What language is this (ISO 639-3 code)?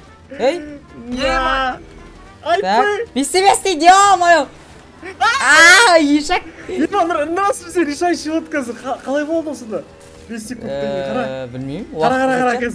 kaz